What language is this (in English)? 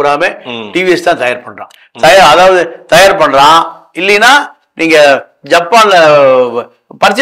Tamil